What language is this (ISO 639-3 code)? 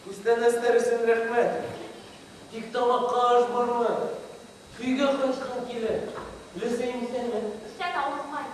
bak